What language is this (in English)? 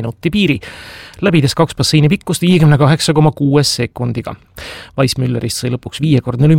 Estonian